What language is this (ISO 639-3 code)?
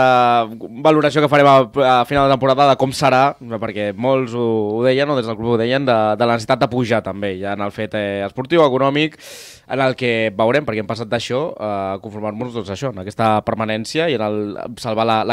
cat